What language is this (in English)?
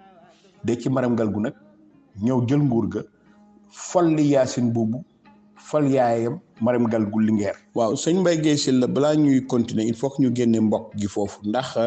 Wolof